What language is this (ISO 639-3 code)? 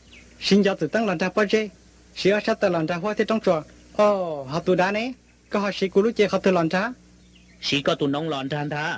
hmn